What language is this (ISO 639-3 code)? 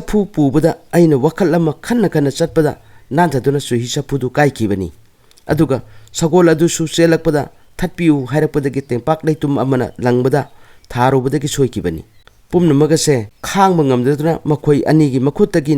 mni